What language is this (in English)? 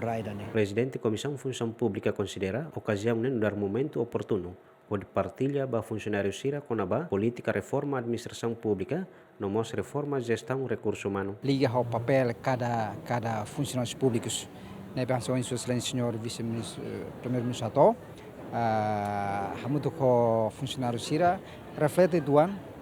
Tetum